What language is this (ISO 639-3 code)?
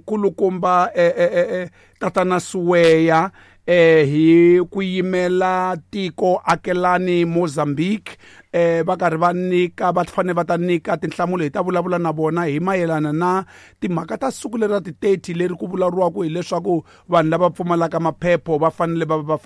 tso